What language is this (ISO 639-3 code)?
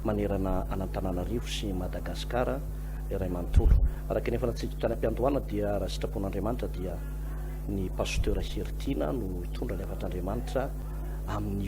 mlg